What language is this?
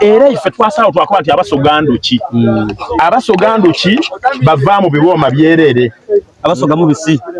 Soga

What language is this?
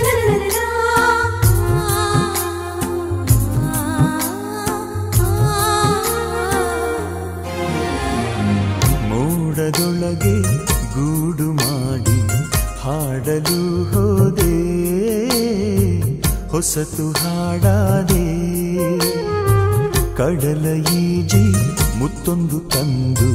Kannada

